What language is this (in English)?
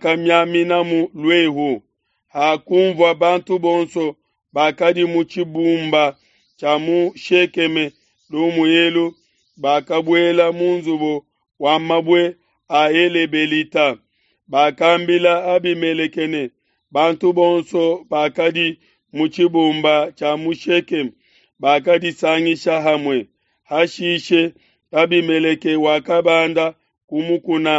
Luba-Lulua